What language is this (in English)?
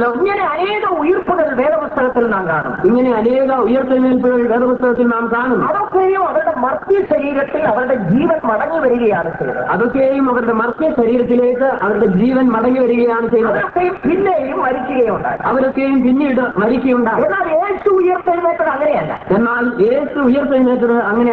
Malayalam